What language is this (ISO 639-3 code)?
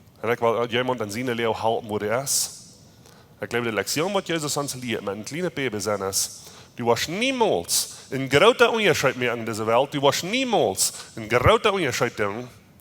pdt